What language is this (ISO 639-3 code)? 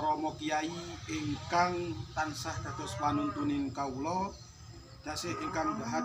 jav